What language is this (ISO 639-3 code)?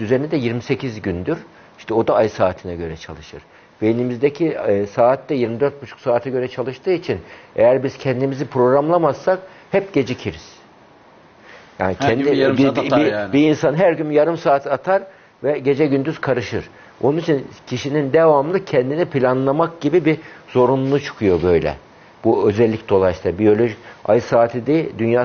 tur